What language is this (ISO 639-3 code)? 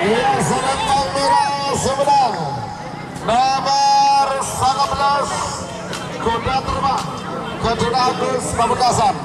mad